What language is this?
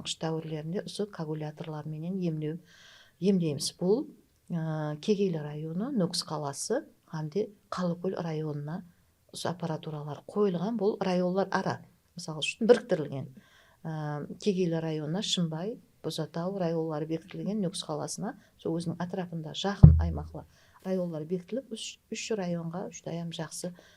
Kara-Kalpak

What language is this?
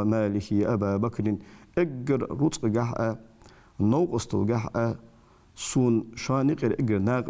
Ingush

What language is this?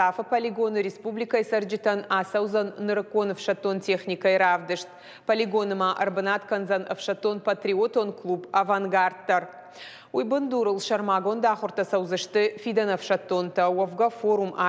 Ossetic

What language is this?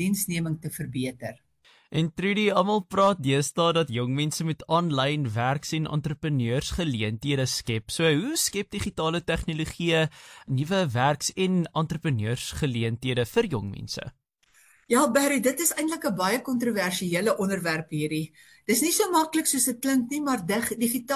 Afrikaans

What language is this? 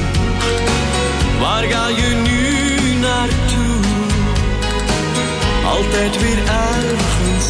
Dutch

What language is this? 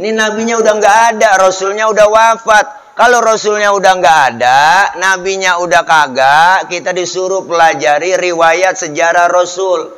Betawi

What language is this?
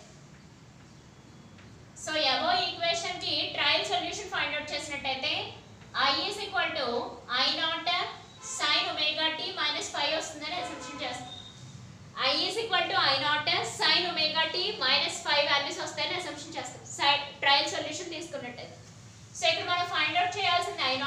Telugu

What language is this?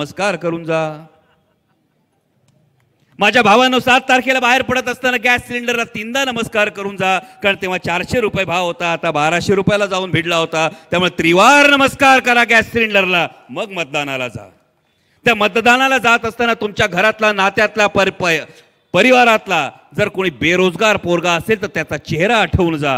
Marathi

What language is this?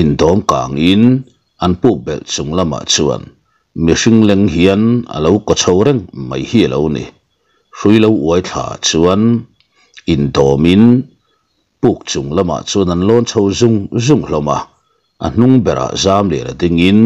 Mizo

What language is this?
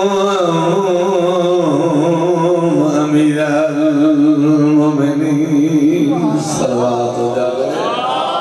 Urdu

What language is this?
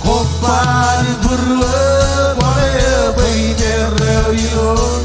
Marshallese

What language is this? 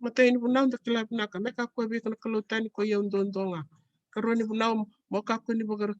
Fijian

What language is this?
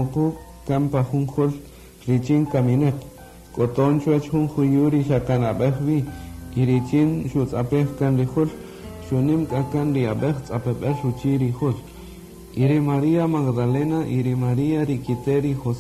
Kaqchikel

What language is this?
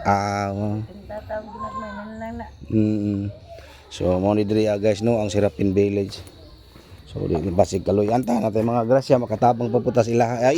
Cebuano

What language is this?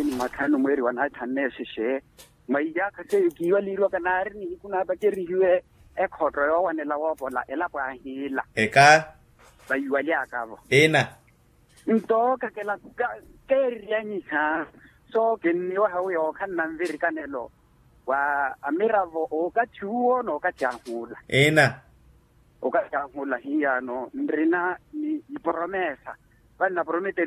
Makhuwa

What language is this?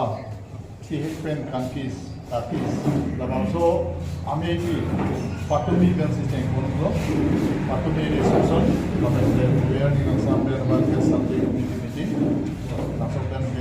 Karbi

